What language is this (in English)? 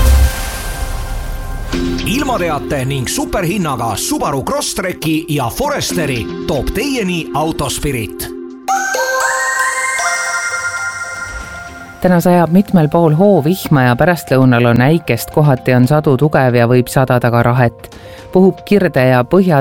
Estonian